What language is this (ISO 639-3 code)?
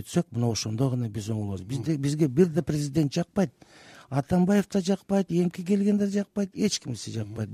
kir